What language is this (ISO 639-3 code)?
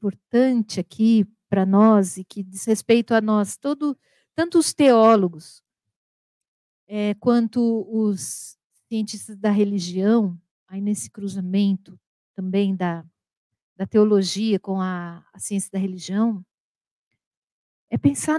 por